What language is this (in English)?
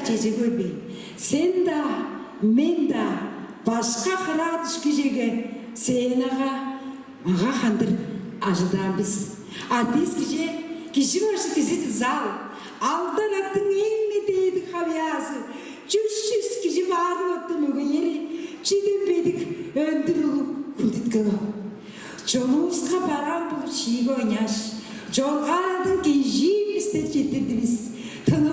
Tuvinian